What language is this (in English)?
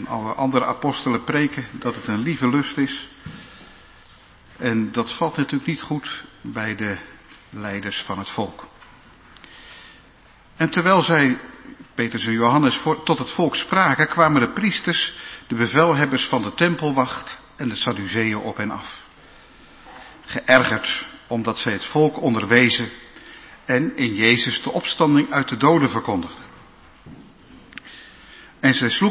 Dutch